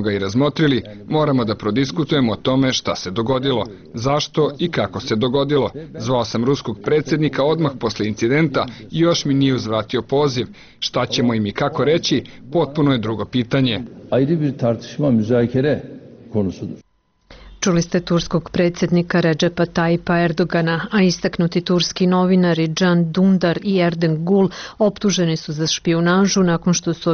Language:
Serbian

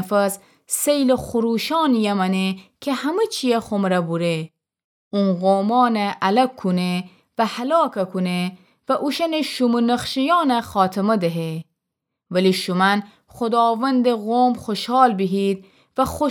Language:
Gilaki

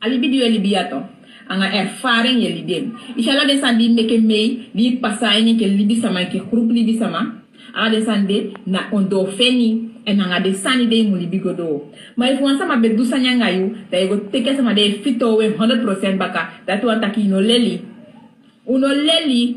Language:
Sranan Tongo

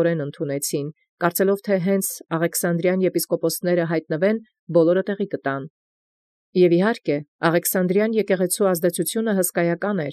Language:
Armenian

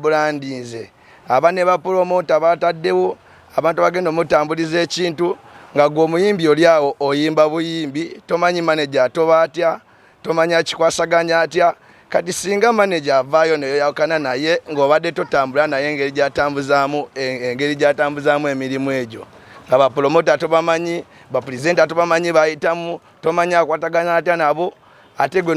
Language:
Ganda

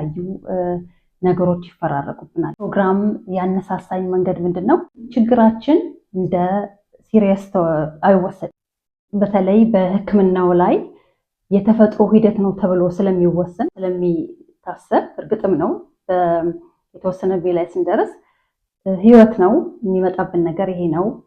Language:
Amharic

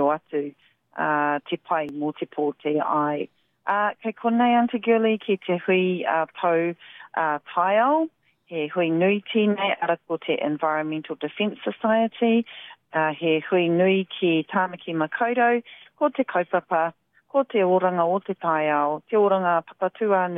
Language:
Māori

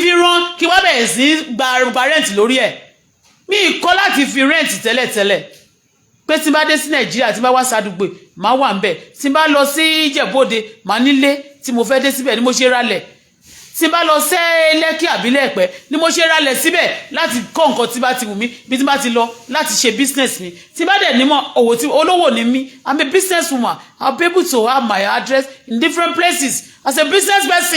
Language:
Yoruba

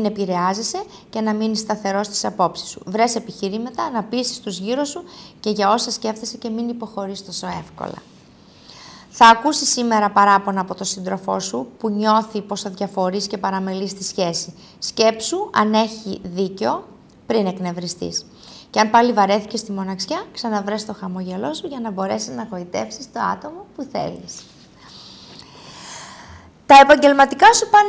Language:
Greek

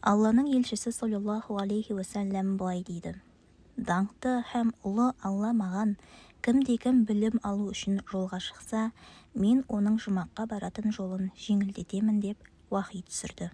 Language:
Kazakh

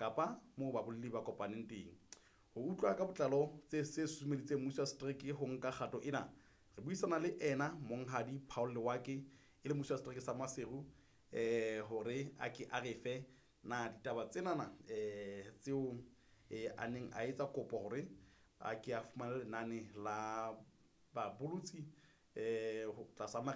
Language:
Southern Sotho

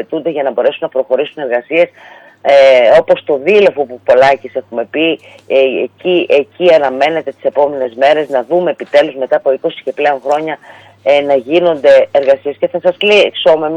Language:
Greek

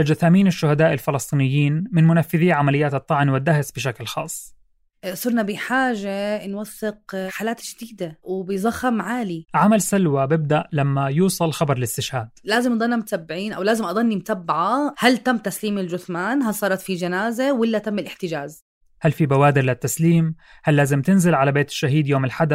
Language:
North Levantine Arabic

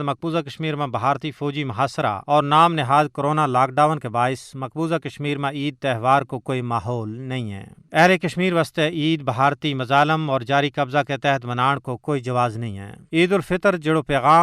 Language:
Gujari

